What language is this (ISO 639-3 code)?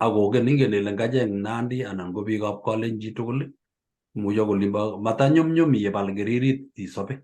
kln